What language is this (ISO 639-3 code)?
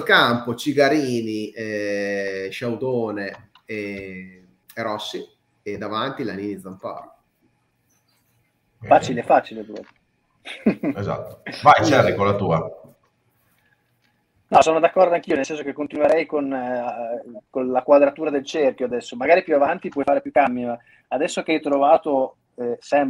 ita